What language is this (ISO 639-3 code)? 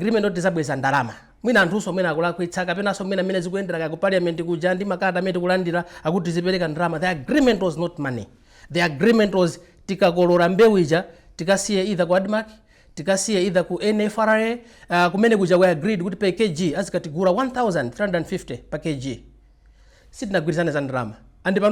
nya